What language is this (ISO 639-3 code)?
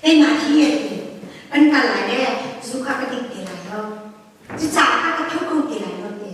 cnh